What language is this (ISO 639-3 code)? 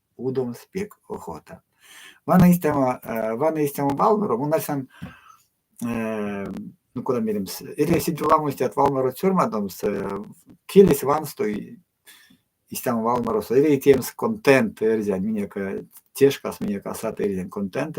myv